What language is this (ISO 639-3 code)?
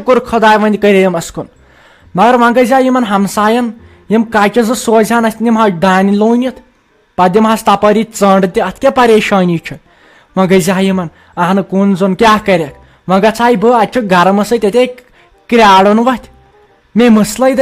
kas